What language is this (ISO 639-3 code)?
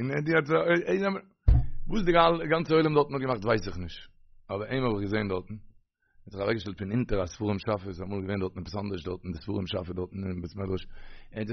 yid